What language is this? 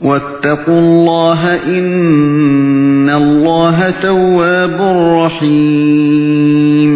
Uyghur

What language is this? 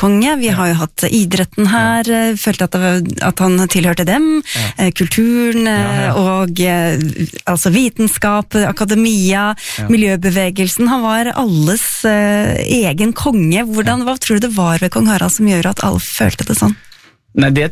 Norwegian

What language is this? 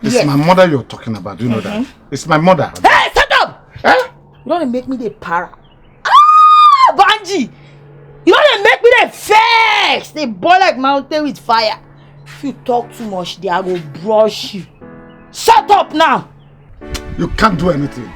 Nigerian Pidgin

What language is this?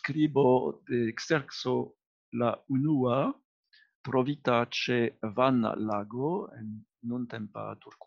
Esperanto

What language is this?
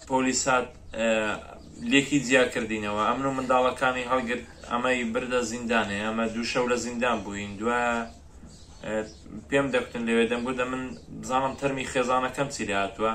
Central Kurdish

